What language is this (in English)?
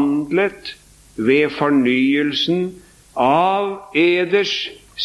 Norwegian